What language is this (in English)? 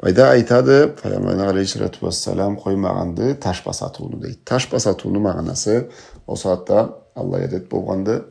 Karachay-Balkar